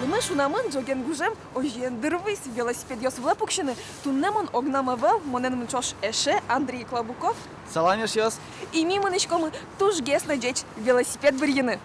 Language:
Udmurt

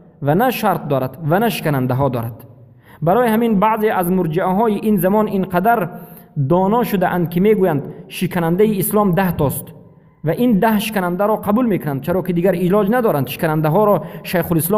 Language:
Tajik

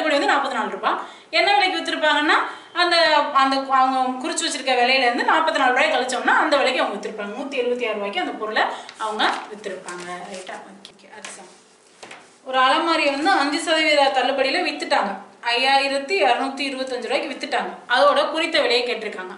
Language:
Tamil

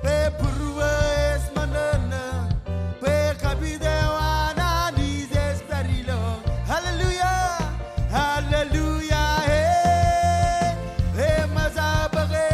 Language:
Marshallese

